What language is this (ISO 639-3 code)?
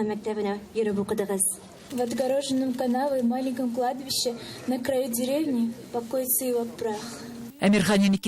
tat